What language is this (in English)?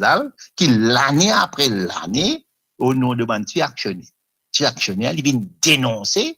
Morisyen